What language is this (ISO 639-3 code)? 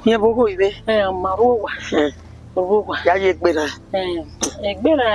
bin